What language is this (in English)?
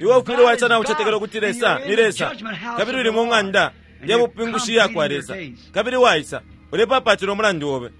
Bemba